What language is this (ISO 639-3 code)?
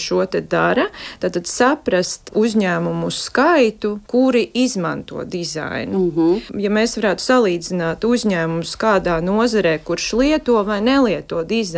lav